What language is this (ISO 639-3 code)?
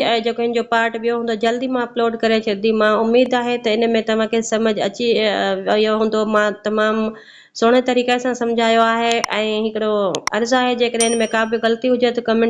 snd